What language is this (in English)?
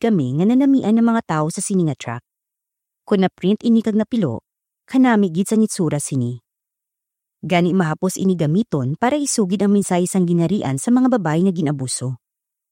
Hiligaynon